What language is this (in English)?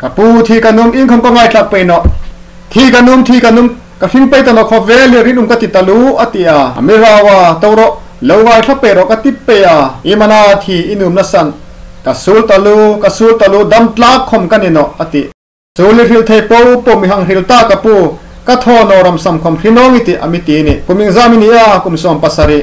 Hmar